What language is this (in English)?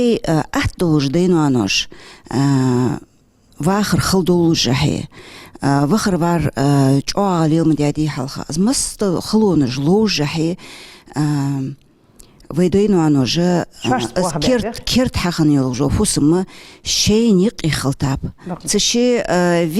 Ingush